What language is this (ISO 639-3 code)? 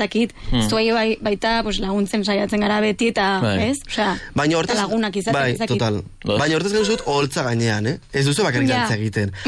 eus